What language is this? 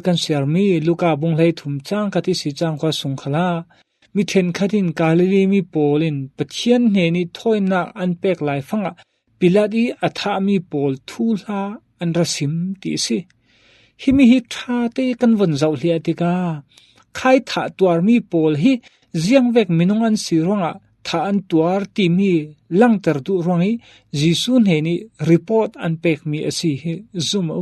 Falam Chin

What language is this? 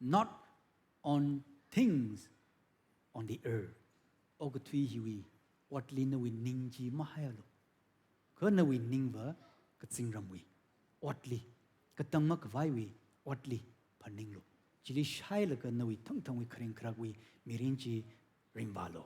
Tangkhul Naga (India)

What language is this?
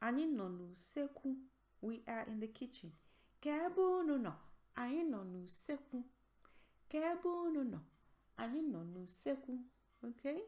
Igbo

